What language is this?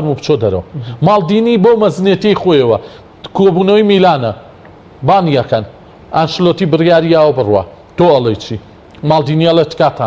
Central Kurdish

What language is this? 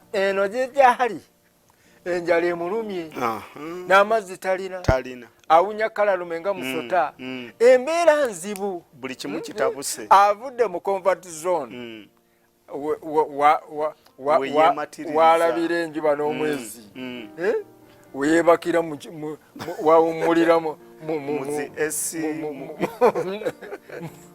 Ganda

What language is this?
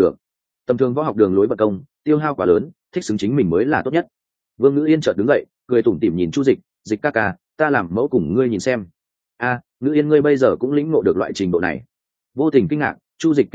Vietnamese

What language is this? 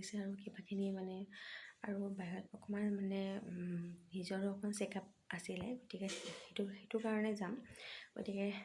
Assamese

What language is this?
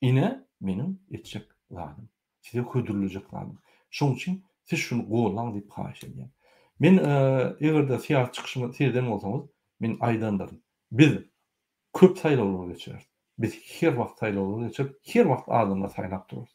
Turkmen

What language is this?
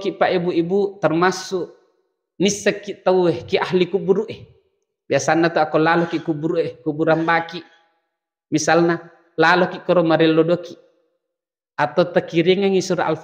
Buginese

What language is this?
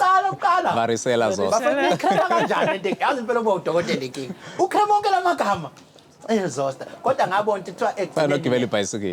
Zulu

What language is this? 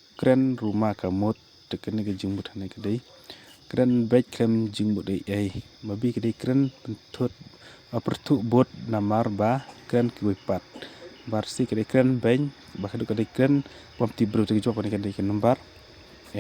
Khasi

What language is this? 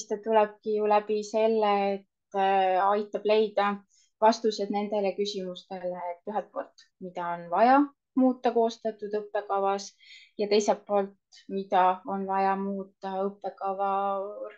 Estonian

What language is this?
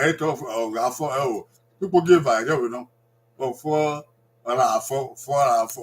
Bini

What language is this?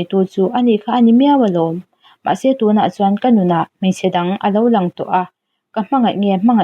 Mizo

